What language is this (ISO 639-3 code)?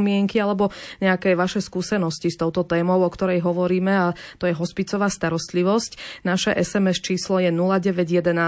slk